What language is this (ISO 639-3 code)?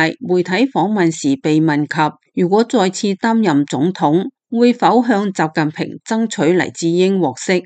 yue